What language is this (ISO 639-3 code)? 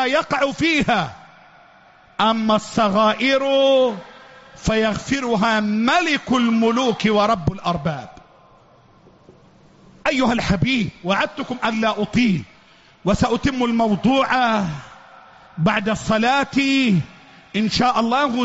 ara